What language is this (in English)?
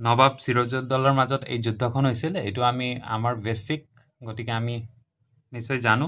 Assamese